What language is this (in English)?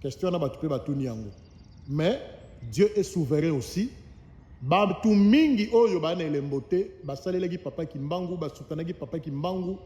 Lingala